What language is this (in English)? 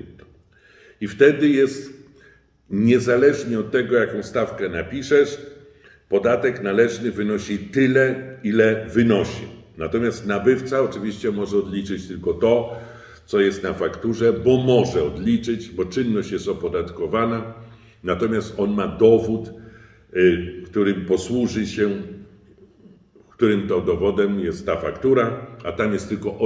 Polish